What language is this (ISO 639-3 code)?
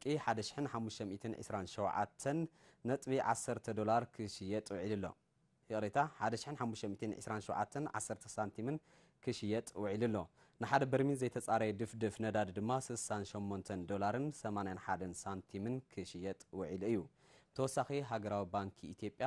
tir